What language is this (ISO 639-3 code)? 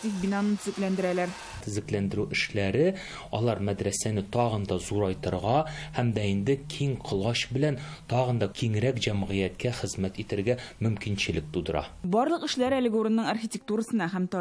tat